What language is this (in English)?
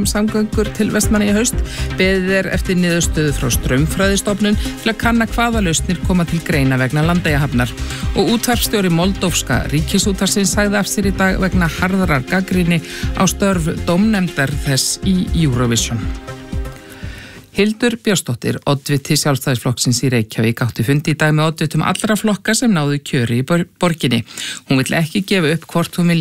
Icelandic